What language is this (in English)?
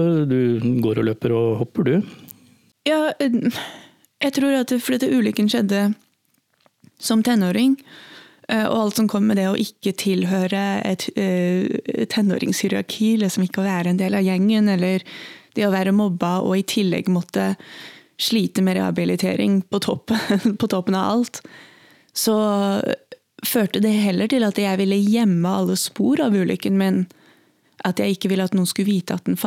Norwegian